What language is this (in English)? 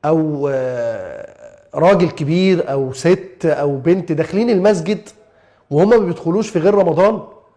Egyptian Arabic